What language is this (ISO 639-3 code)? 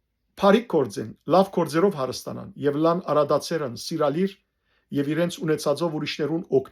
hyw